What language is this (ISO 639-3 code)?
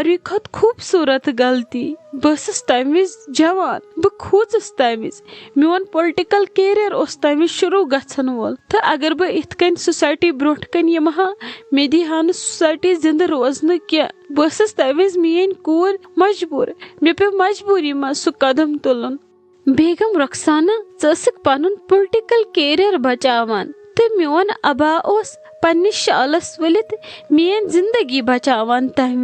kas